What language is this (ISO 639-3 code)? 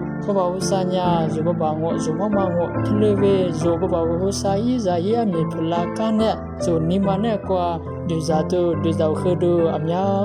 lis